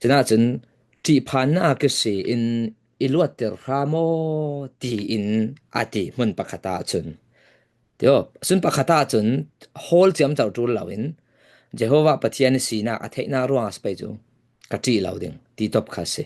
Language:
Falam Chin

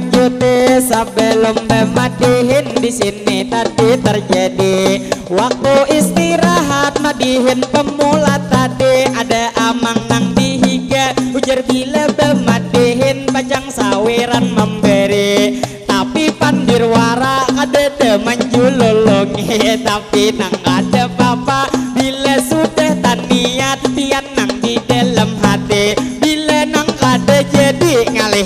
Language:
Banjar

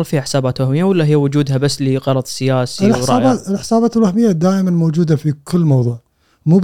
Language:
Gulf Arabic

